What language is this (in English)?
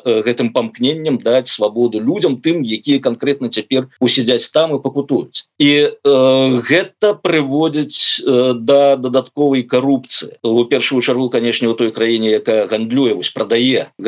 Belarusian